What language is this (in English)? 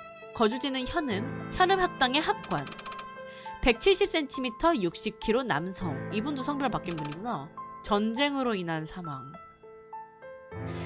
Korean